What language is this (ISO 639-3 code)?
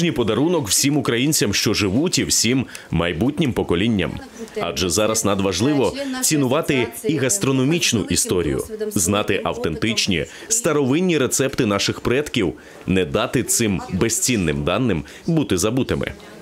ukr